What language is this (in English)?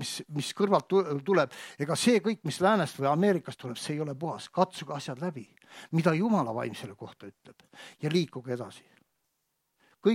Estonian